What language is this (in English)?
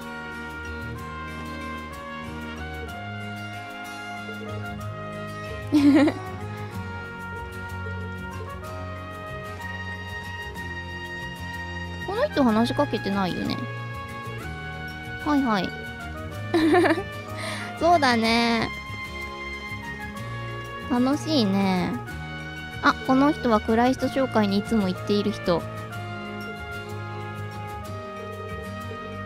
Japanese